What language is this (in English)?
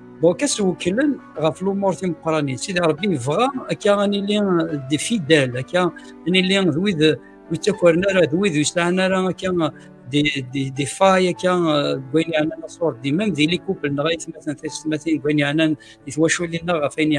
Kabyle